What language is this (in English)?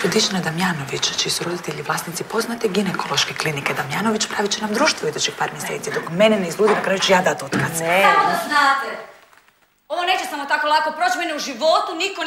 Croatian